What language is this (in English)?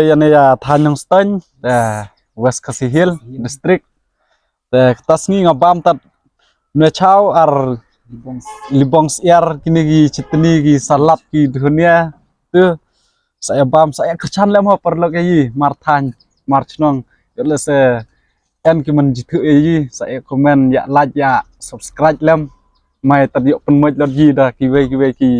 Khasi